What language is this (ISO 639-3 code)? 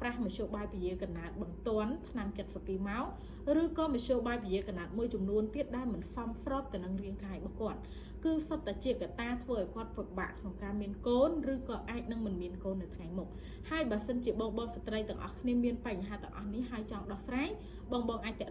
khm